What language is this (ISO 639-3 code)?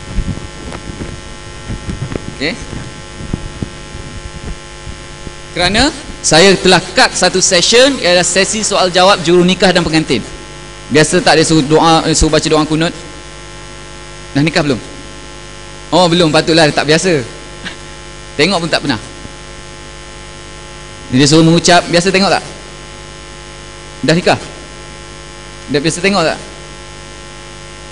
msa